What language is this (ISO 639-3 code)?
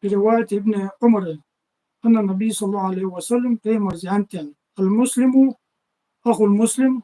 inh